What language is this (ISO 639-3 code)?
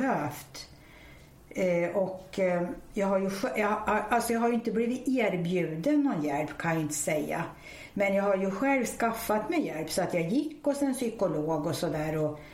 swe